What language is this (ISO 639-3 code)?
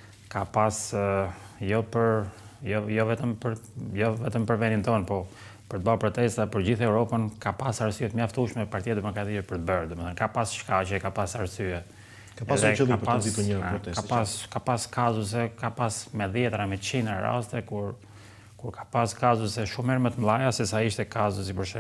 sqi